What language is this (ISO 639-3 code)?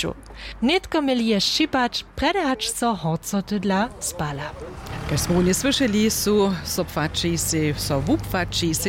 hsb